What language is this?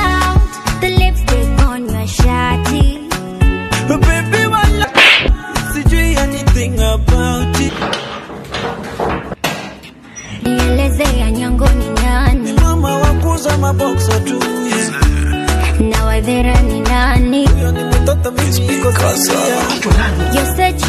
Swahili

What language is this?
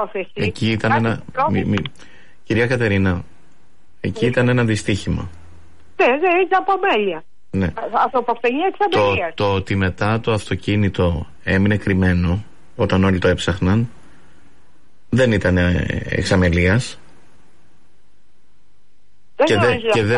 Greek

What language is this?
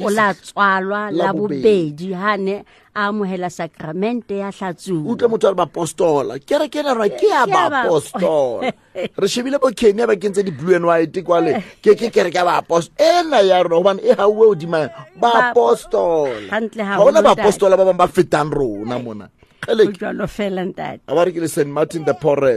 Southern Sotho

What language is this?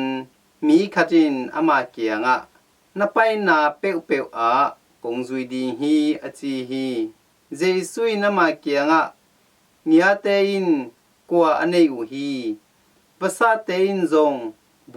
Tedim Chin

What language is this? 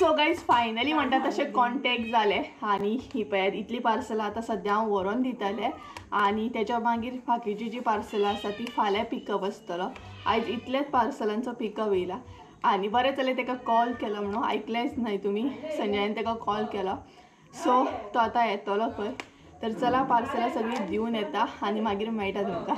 Konkani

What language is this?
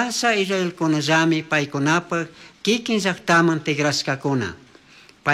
Chimborazo Highland Quichua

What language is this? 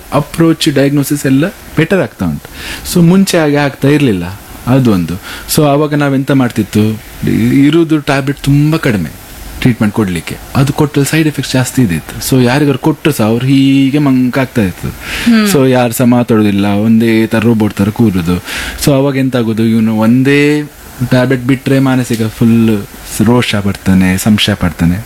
Kannada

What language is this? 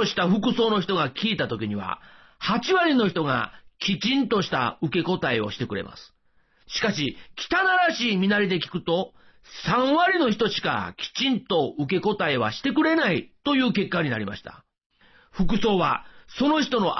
Japanese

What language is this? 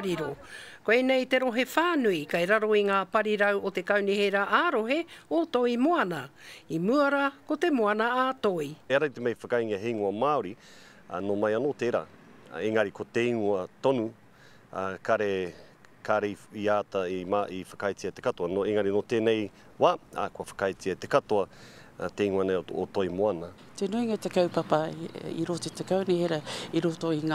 Māori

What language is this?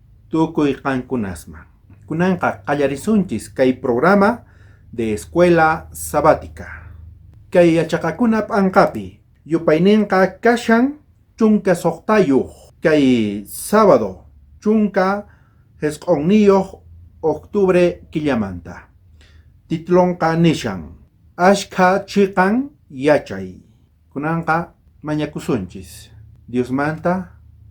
South Bolivian Quechua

